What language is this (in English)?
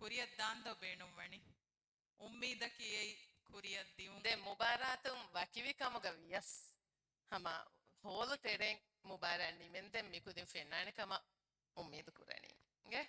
Divehi